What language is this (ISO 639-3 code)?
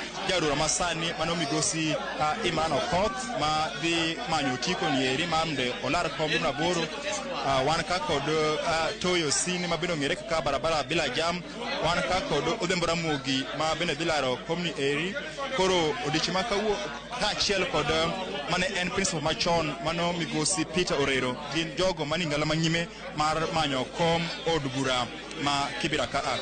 luo